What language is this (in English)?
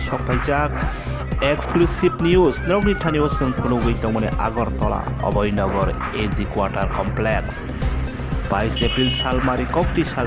Kok Borok